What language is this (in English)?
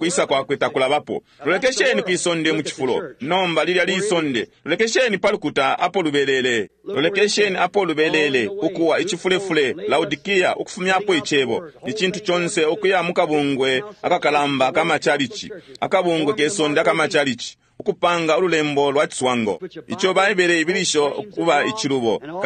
Bemba